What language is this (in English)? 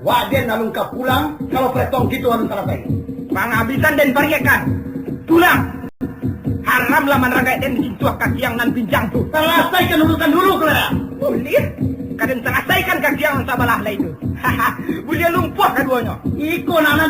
Minangkabau